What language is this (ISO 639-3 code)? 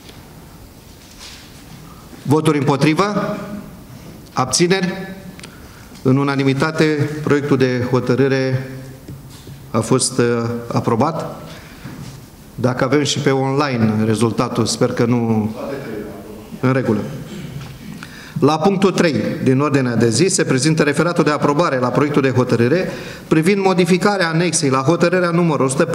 ron